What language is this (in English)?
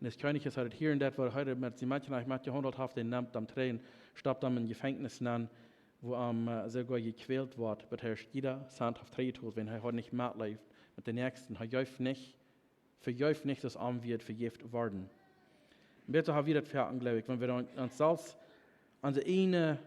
Plautdietsch